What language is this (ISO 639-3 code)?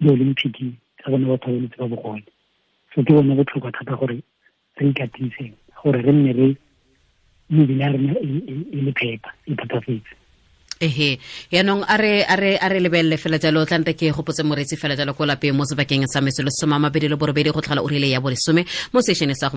tsn